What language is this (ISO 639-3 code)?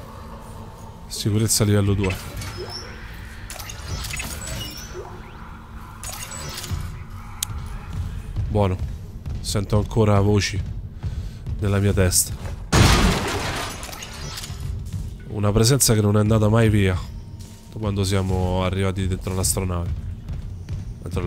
ita